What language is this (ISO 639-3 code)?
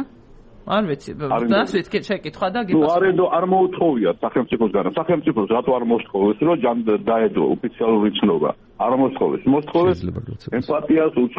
kat